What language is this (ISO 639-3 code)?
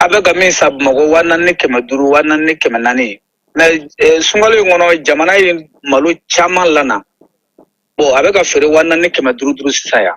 bam